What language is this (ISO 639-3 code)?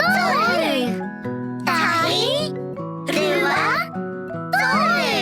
mri